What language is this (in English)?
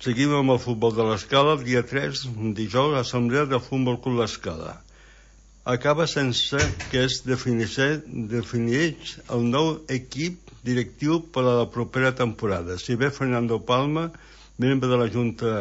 Catalan